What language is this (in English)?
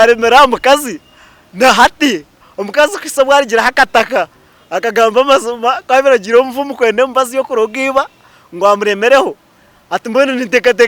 Nyankole